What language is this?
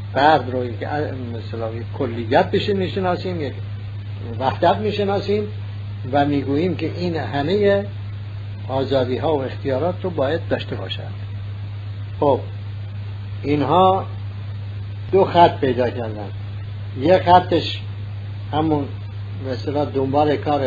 Persian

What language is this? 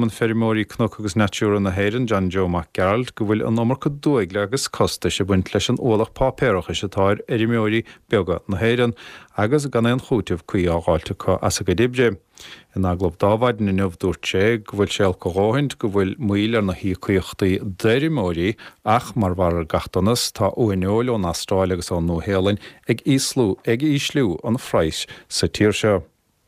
Irish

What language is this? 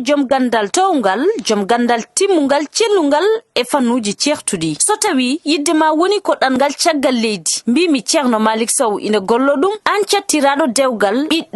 Fula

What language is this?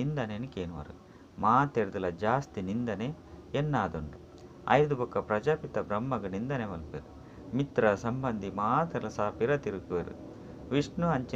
Tulu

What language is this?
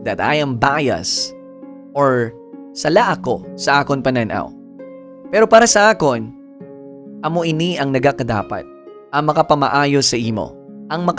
Hiligaynon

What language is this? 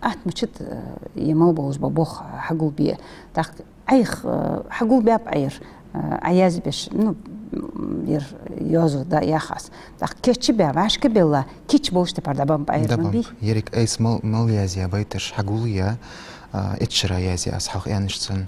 Ingush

